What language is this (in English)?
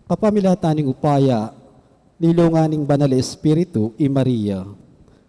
Pampanga